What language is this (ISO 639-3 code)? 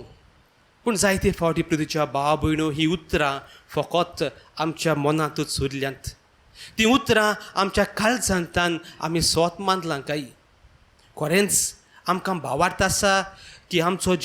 kok